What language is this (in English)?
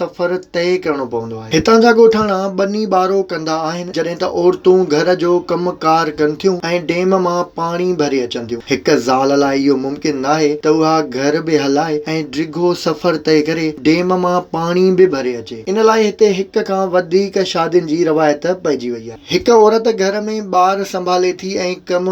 Sindhi